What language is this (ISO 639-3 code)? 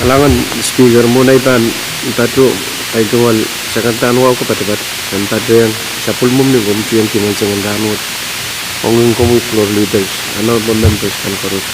pon